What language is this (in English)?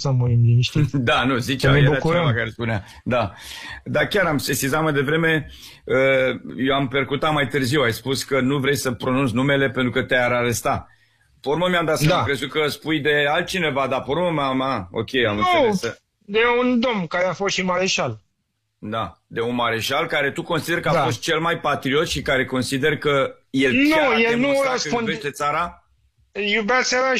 Romanian